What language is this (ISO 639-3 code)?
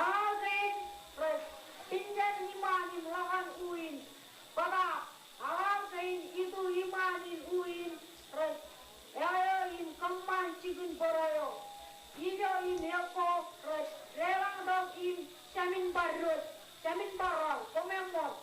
mah